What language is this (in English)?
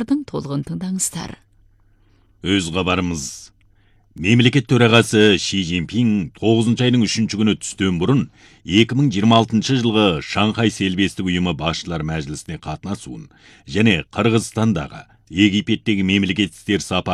Kazakh